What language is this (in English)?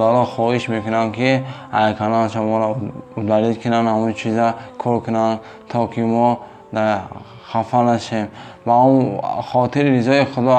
Tajik